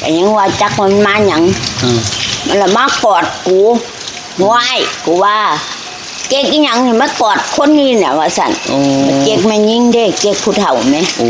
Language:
Northeastern Thai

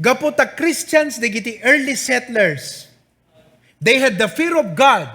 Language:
Iloko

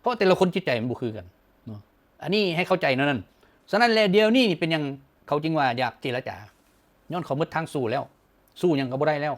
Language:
Lao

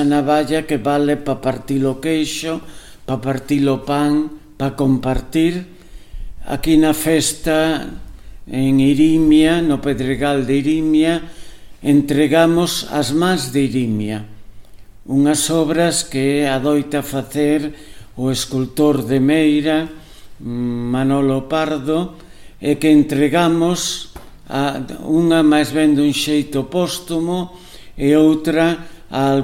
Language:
Galician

